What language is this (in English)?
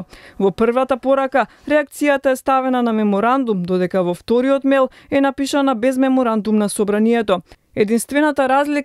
Macedonian